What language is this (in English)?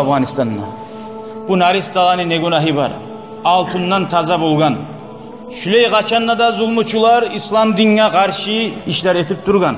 Kumyk